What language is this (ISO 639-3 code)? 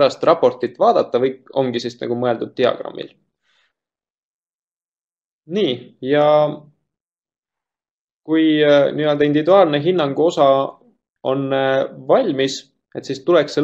est